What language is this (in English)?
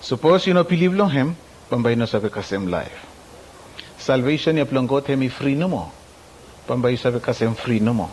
Bislama